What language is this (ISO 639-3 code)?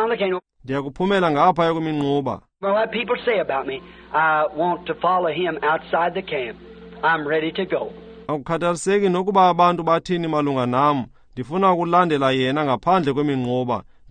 xho